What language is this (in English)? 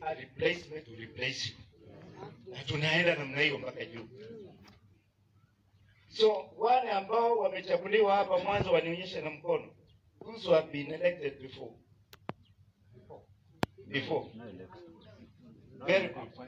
Swahili